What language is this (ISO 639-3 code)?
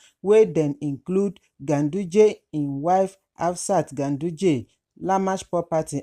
pcm